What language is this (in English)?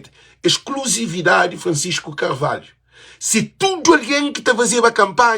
Kabuverdianu